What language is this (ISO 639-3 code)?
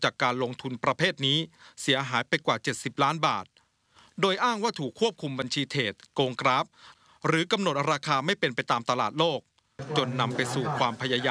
tha